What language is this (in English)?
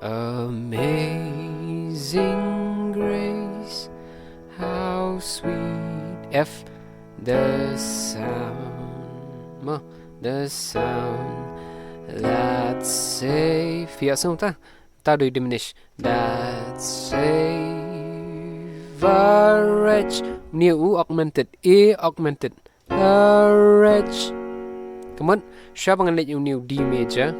Khasi